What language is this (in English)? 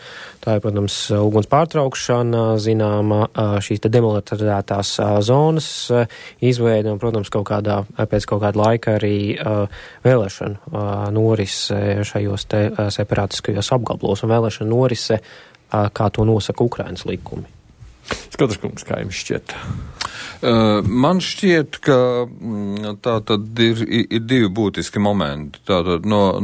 Latvian